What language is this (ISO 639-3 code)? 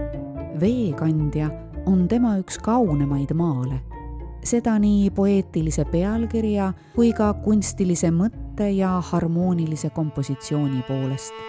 est